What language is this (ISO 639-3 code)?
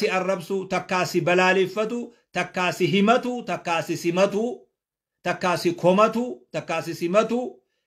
orm